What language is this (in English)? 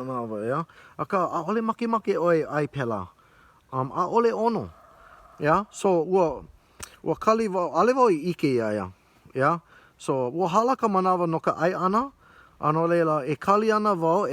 Hawaiian